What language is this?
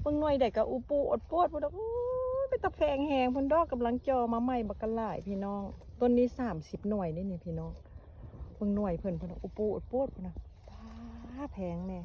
Lao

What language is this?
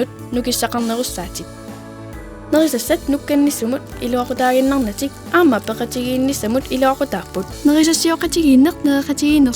Kalaallisut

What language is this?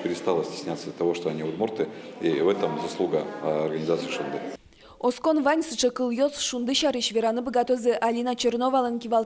Udmurt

